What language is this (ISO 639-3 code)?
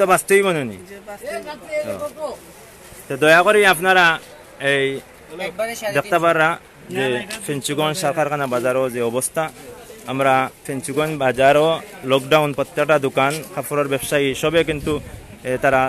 syl